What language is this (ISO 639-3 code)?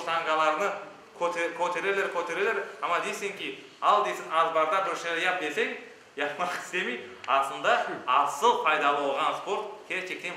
crh